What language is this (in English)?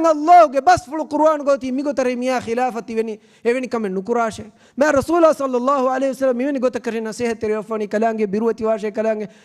Divehi